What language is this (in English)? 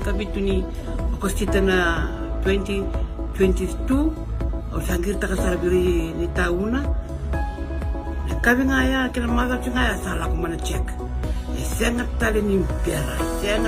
Fijian